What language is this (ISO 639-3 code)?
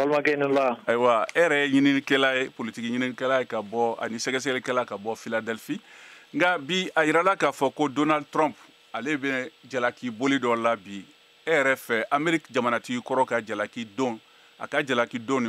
bam